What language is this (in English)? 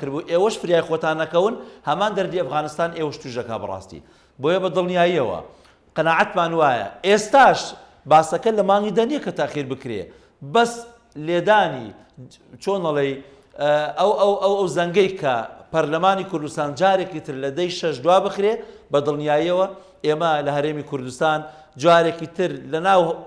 Central Kurdish